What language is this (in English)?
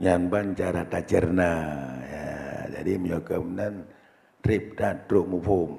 Achinese